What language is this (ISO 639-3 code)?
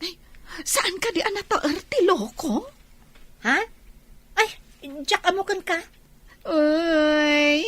ilo